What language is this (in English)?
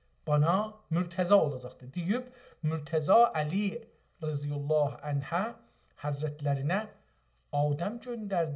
South Azerbaijani